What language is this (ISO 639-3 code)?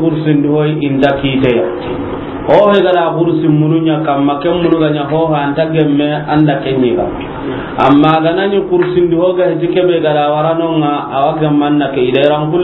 snk